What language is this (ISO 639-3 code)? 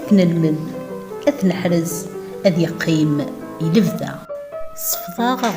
kab